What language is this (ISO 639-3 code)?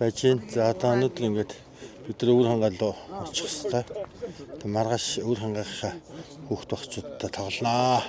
mon